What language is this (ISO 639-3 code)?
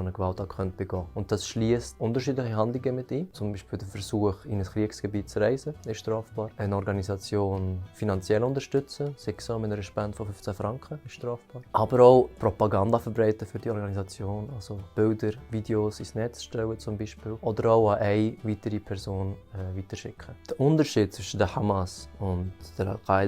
gsw